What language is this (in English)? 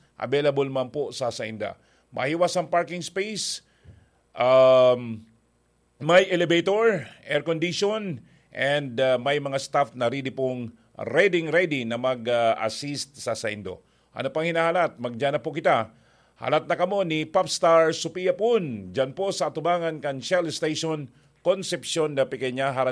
Bikol